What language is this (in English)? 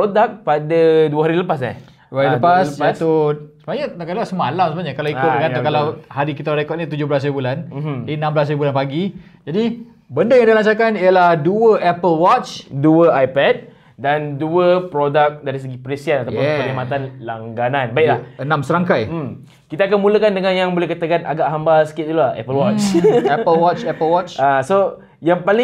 Malay